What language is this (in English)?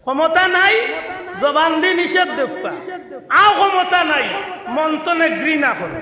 Sylheti